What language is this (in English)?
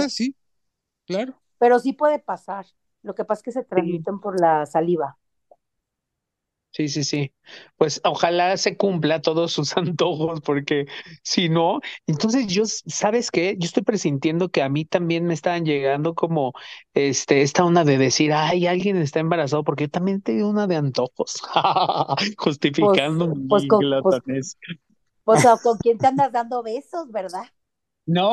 Spanish